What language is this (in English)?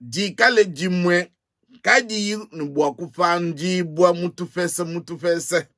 Luba-Lulua